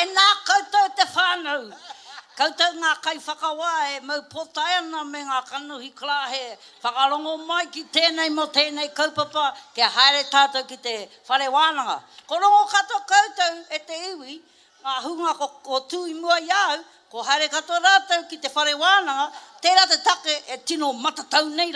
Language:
Māori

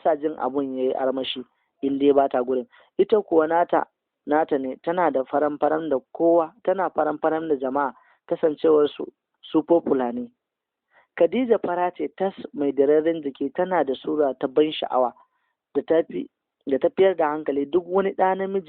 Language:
Hausa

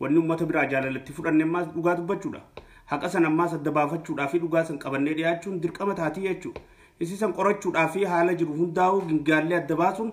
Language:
Oromo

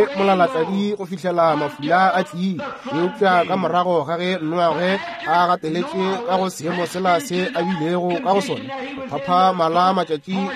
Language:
Northern Sotho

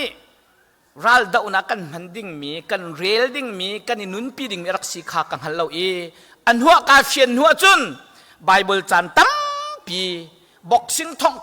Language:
Hakha Chin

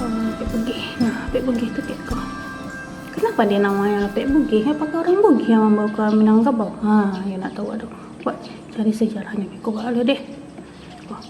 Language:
Minangkabau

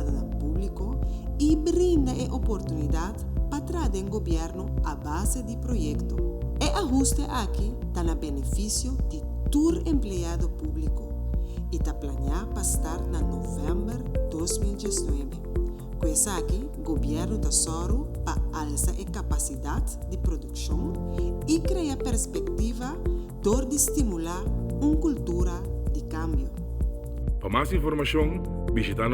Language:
Papiamento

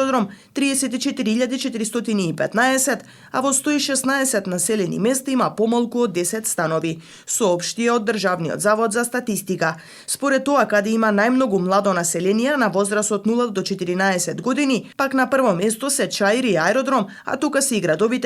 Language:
Macedonian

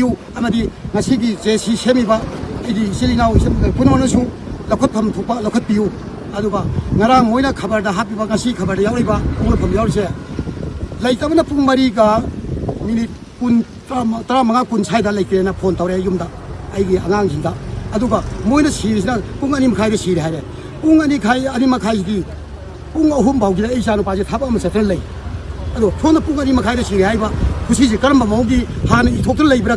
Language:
Manipuri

